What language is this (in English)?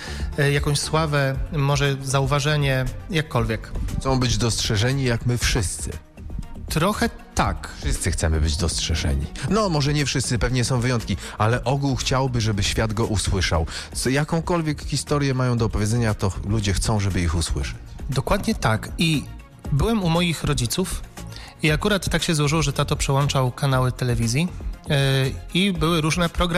Polish